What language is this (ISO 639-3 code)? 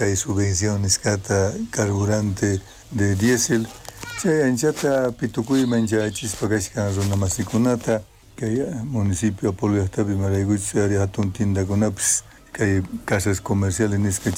quh